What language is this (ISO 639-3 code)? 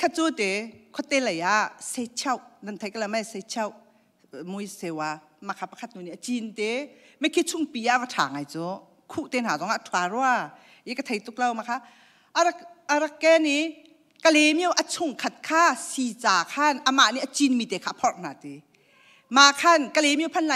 cnh